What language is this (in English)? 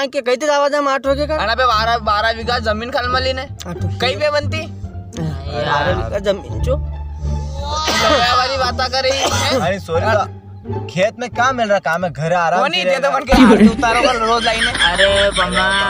Rajasthani